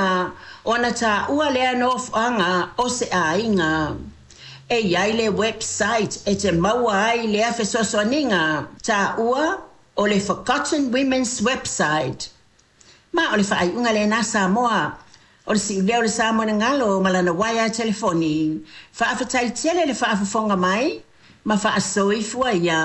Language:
Samoan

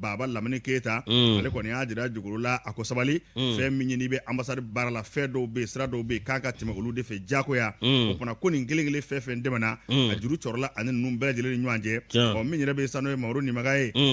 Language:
Bambara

